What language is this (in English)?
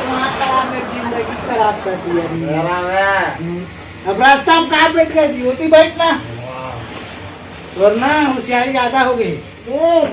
Chhattisgarhi